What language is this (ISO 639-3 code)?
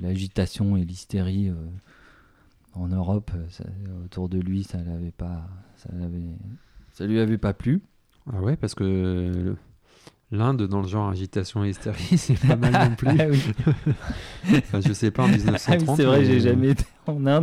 fra